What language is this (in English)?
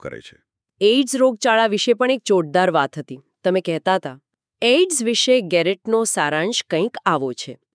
Gujarati